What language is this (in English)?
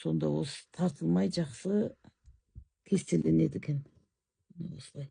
Kazakh